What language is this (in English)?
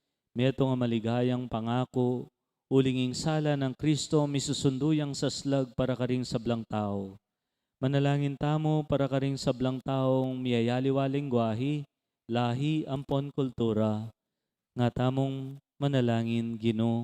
Pampanga